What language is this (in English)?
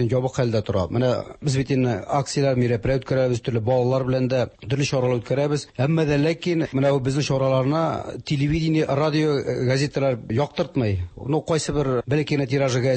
Tatar